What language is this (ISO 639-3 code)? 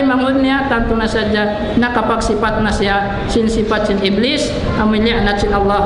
tsg